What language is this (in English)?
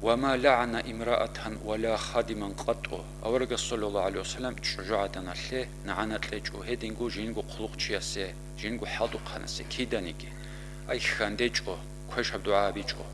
Avaric